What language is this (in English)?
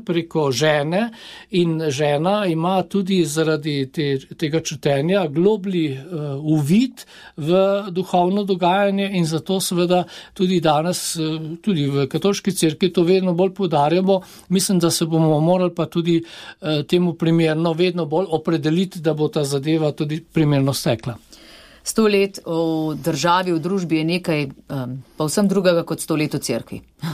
Slovenian